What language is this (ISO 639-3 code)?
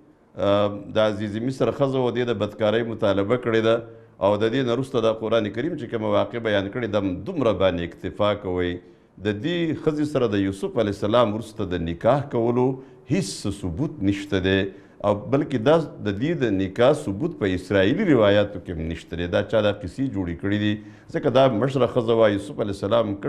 pus